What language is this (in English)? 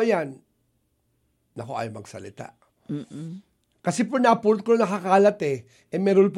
Filipino